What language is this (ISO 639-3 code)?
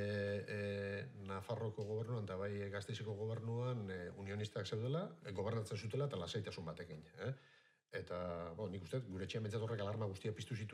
eus